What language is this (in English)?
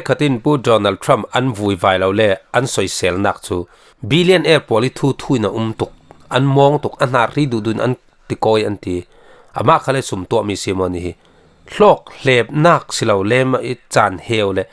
Falam Chin